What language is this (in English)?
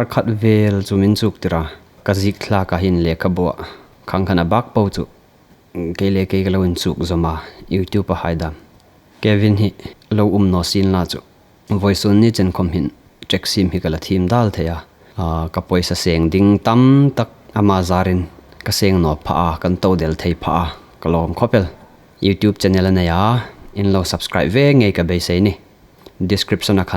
Hmar